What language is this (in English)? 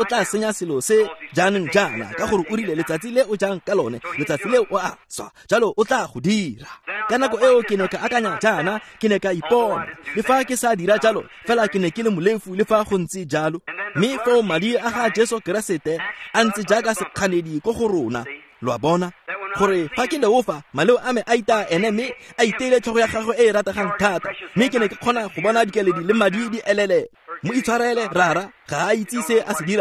Tswana